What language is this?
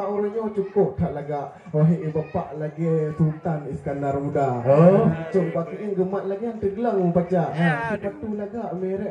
Achinese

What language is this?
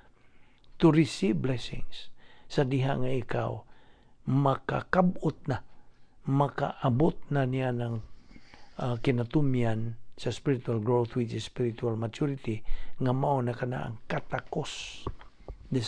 Cebuano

